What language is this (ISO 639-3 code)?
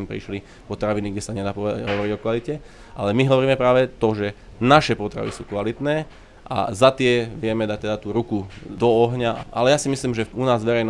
slk